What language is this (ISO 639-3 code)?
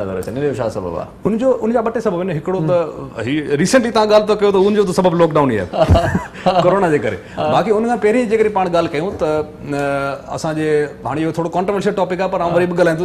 snd